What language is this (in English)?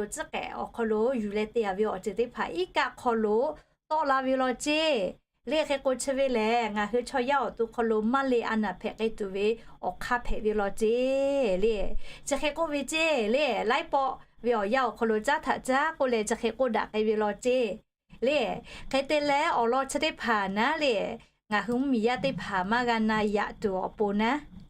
Lahu